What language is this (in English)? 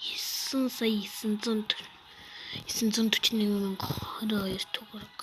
Mongolian